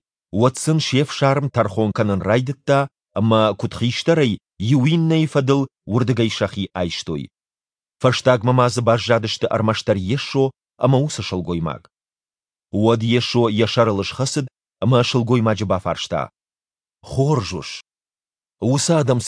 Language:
Ossetic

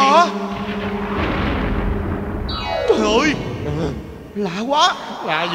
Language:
Vietnamese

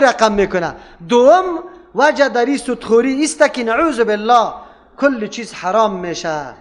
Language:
Persian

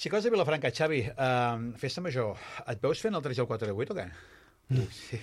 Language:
Catalan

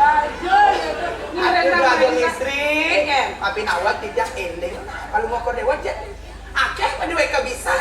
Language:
Balinese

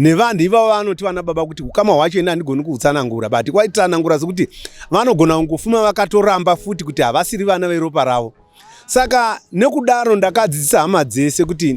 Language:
Shona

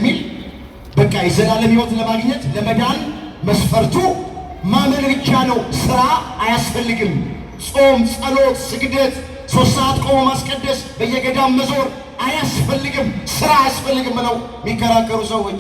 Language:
Amharic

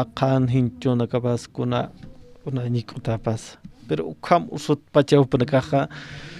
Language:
Aymara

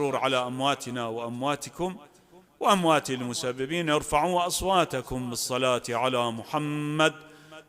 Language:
Mesopotamian Arabic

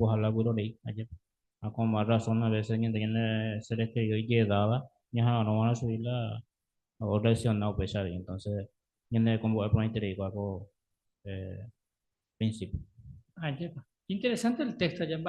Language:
Guarani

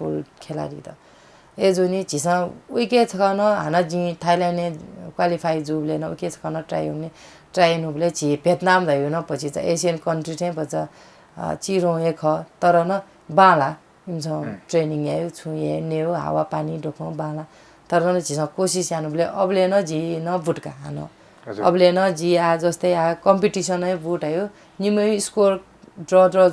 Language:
Newari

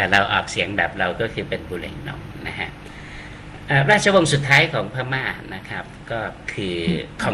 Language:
Thai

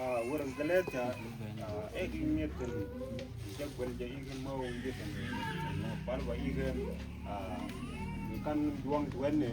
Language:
Mabaan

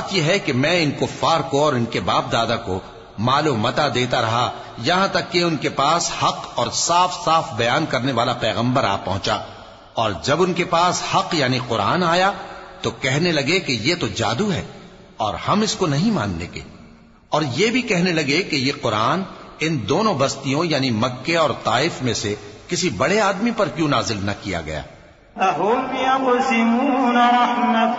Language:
Urdu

